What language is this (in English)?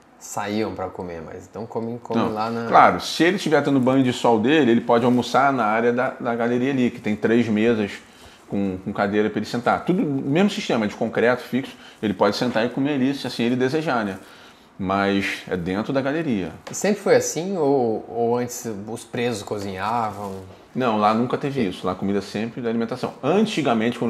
Portuguese